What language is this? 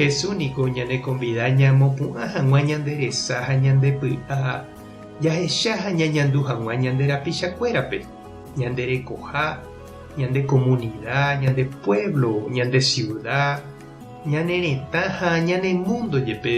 Guarani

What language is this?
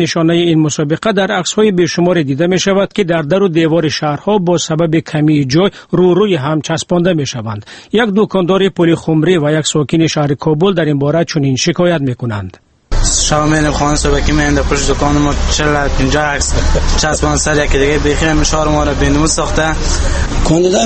Persian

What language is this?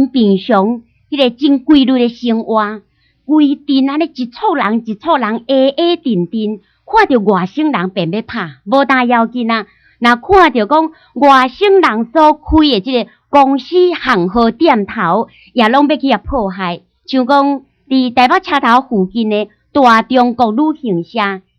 Min Nan Chinese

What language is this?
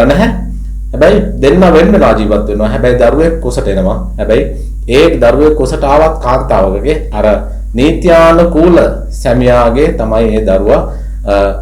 Sinhala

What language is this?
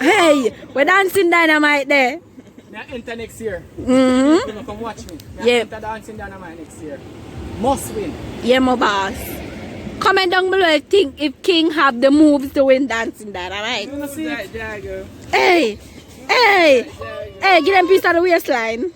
Jamaican Creole English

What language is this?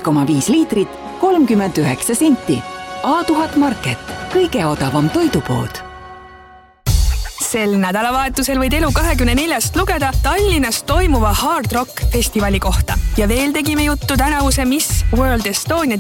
Estonian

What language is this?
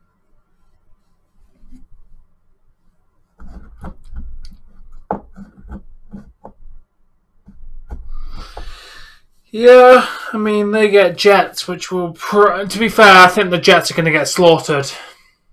English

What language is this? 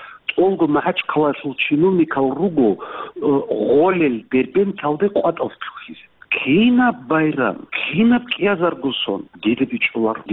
Avaric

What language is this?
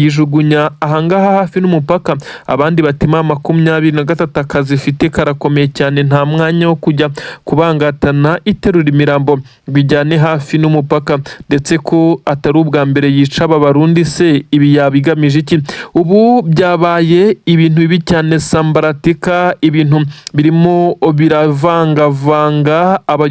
Kinyarwanda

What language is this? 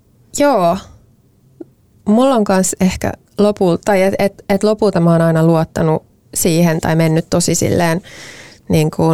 Finnish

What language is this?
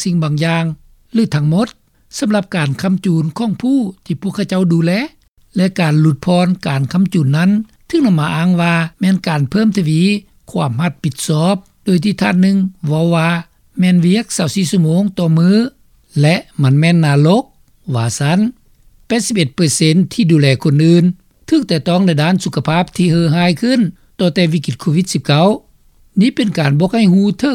Lao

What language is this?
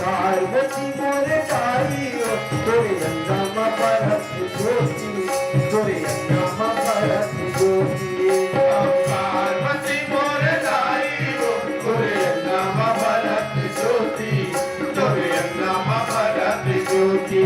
Chhattisgarhi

